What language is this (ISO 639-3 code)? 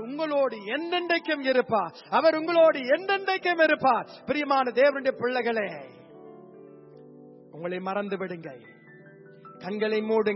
tam